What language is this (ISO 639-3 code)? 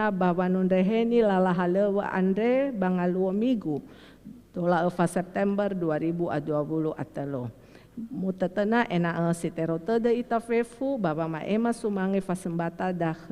nia